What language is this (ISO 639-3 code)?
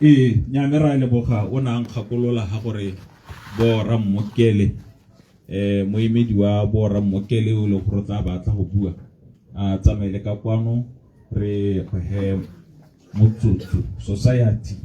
tsn